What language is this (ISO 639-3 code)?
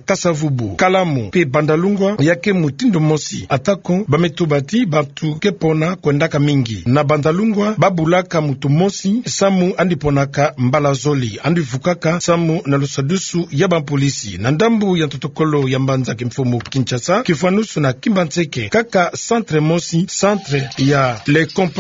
ktu